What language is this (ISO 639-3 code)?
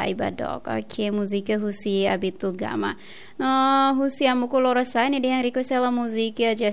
tet